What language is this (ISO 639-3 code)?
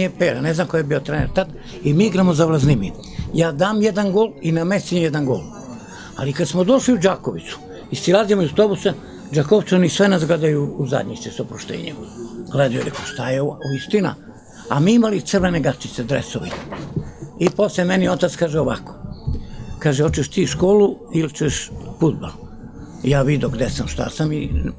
srp